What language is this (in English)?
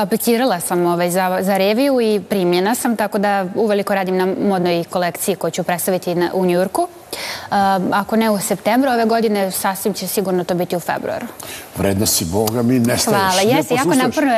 Serbian